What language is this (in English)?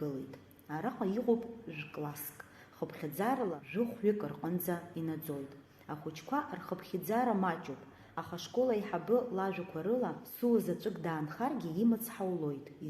Abkhazian